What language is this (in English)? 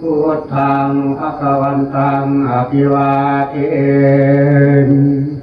Pali